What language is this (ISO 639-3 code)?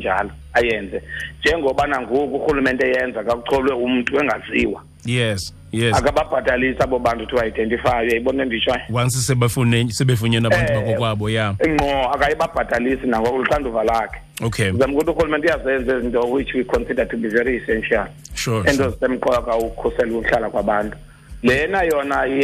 xho